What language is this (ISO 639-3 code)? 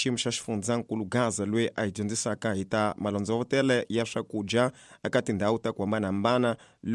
tso